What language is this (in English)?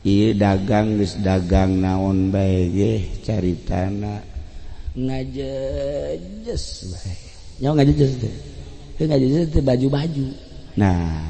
Sundanese